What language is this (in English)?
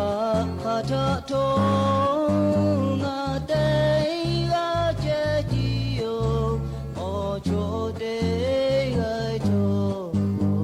Lahu